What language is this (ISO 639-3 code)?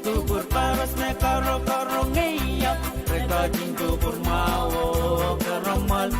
pon